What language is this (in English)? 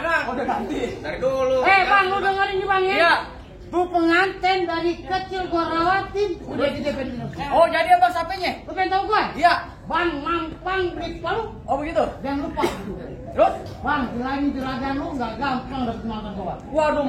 Betawi